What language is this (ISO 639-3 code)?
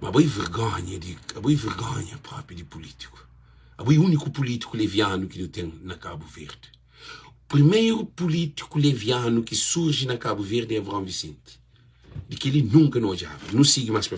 kea